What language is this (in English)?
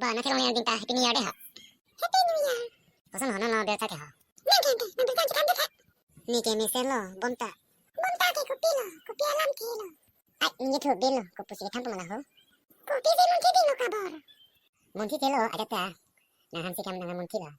Karbi